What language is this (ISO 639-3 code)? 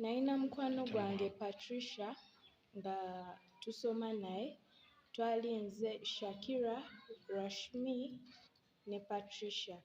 lug